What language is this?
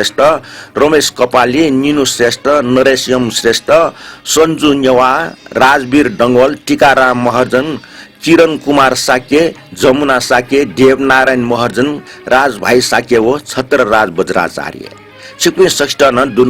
Newari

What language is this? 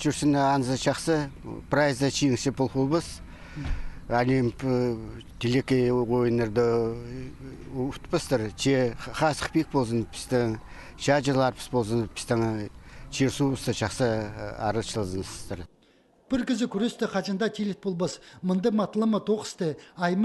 Khakas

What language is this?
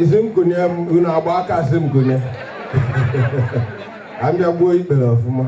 Igbo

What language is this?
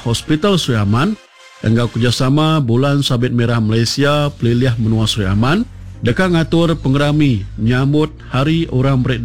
Iban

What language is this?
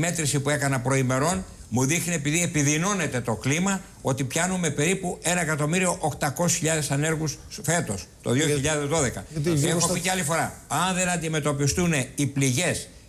Greek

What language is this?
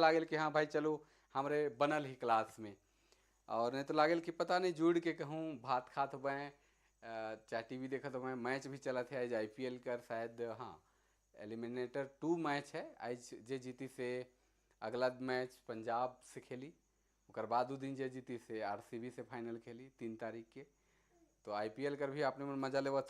Sadri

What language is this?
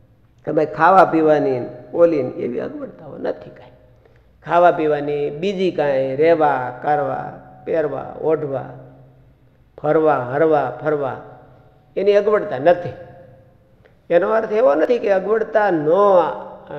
Gujarati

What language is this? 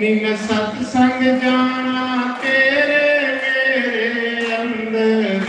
Dogri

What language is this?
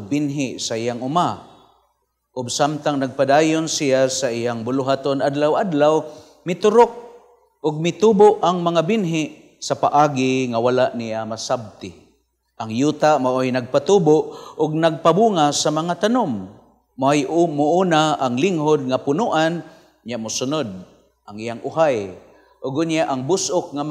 Cebuano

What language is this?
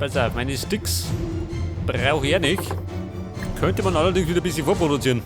Bavarian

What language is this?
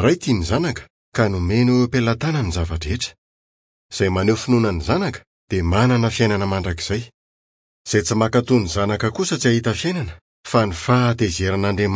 Malagasy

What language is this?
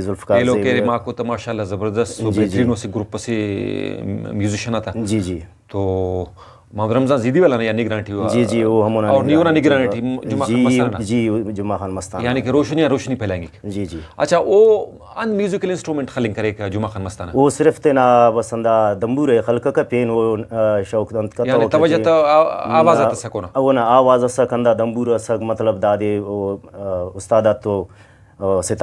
Brahui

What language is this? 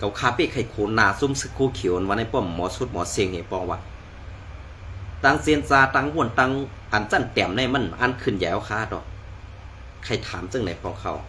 Shan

